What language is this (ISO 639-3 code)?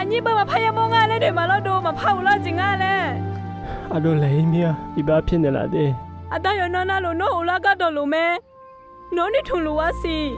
ahk